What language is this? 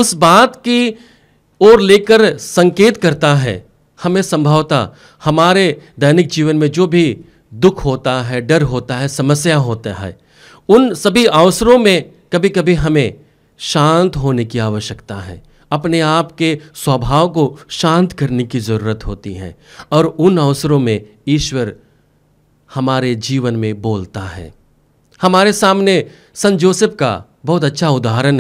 Hindi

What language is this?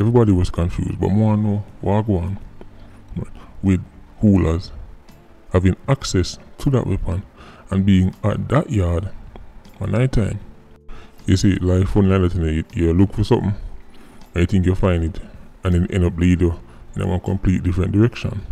Jamaican Creole English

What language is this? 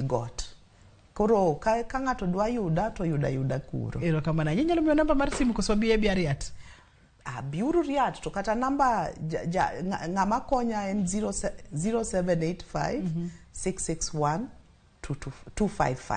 Luo (Kenya and Tanzania)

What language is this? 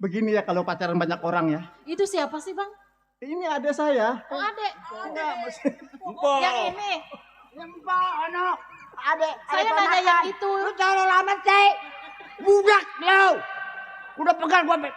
Betawi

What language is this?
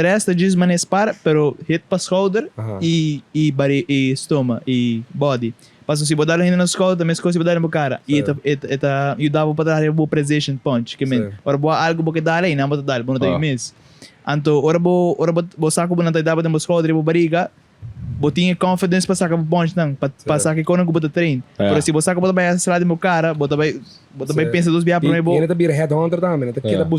Papiamento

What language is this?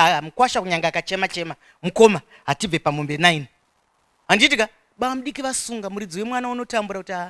Shona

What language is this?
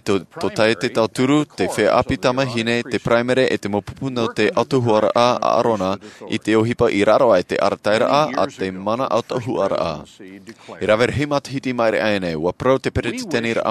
Tahitian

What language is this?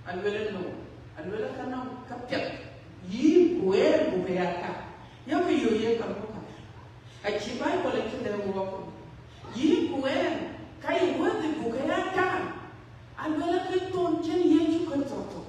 Dinka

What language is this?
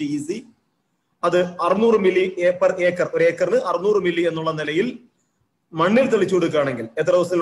Malayalam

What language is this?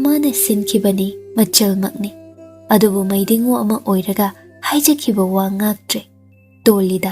Manipuri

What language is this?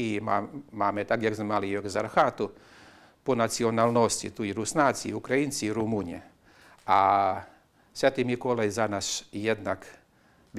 Rusyn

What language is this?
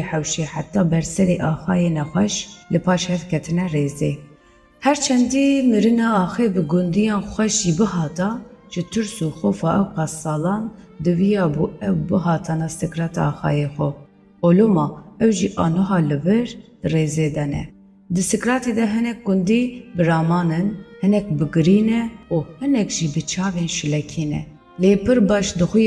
Kurdish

